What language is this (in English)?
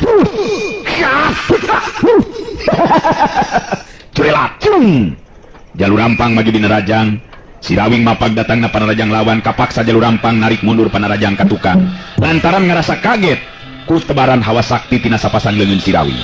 Sundanese